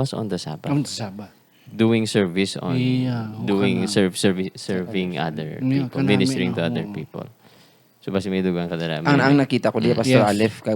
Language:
Hiligaynon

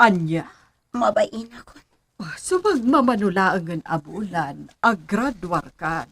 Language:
Iloko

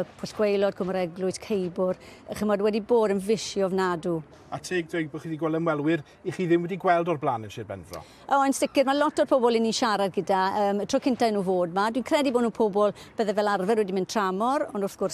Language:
Welsh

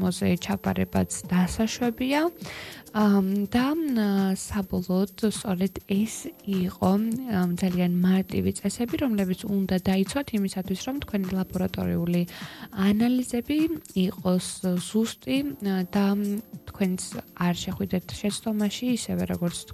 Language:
Georgian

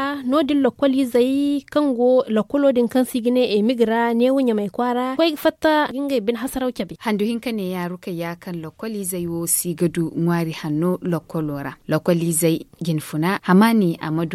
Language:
Zarma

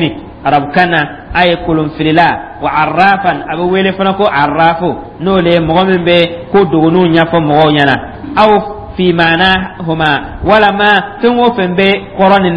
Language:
Dyula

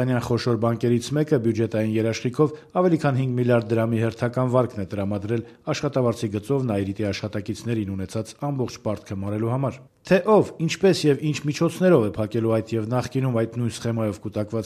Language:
Armenian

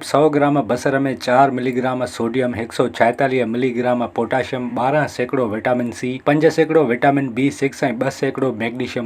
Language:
Sindhi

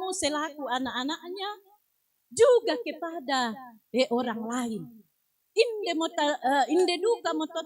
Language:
Toraja-Sa'dan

